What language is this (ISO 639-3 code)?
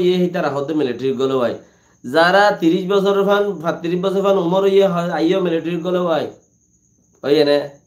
rhg